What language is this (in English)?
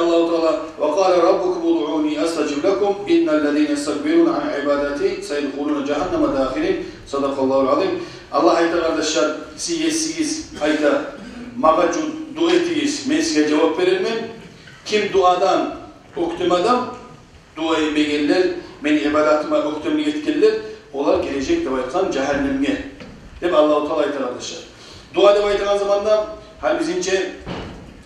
Kumyk